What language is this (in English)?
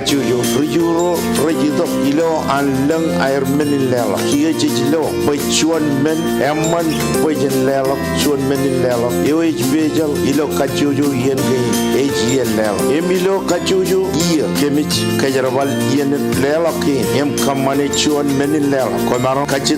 Marshallese